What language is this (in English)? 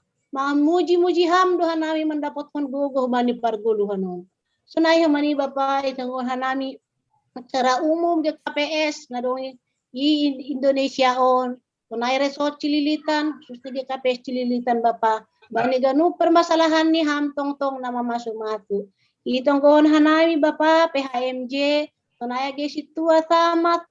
Batak Simalungun